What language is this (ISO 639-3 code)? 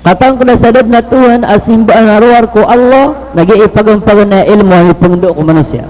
mrw